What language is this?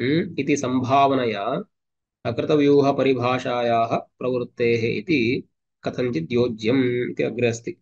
Sanskrit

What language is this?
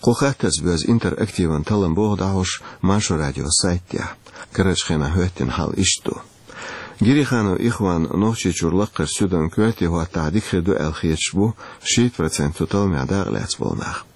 Chechen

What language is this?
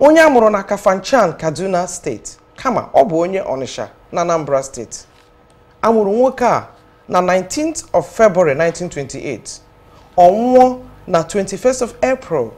Igbo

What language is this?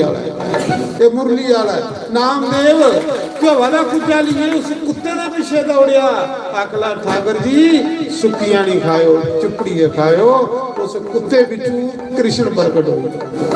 Dogri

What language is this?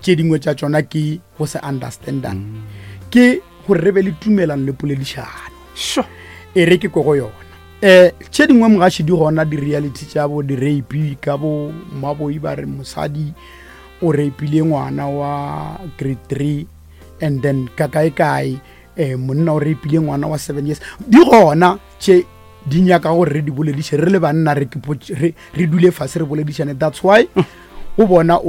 Northern Sotho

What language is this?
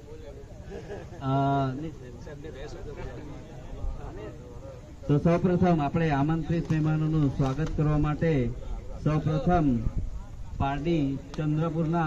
Gujarati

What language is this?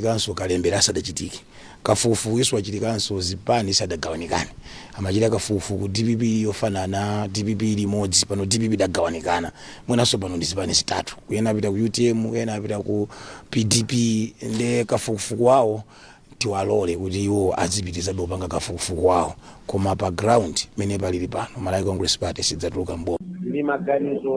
Nyanja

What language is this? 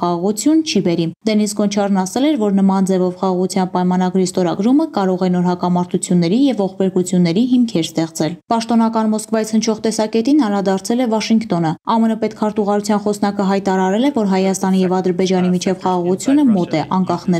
Armenian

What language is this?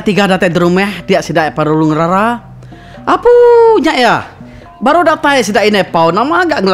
Iban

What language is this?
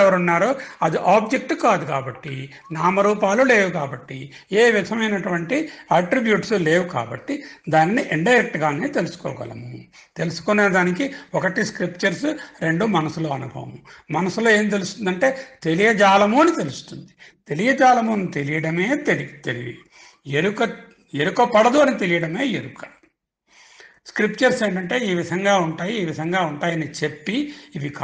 Telugu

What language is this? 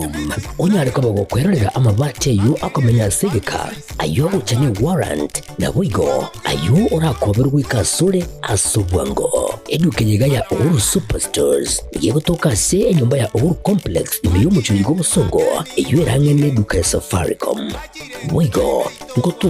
Gusii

